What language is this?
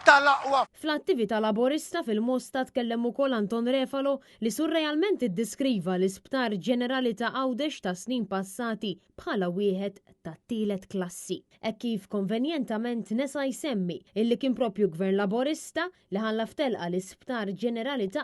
Maltese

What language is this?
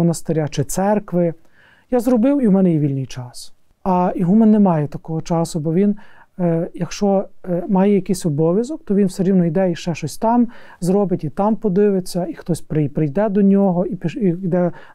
Ukrainian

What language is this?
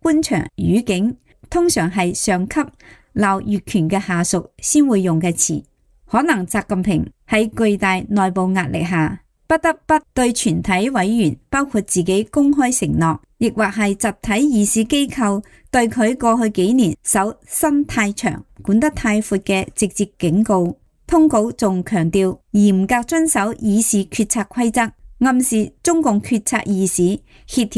Cantonese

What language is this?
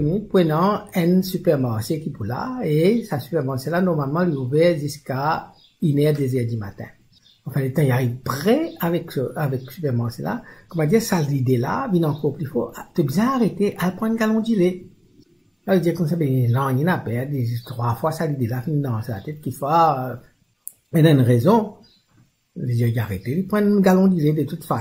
Morisyen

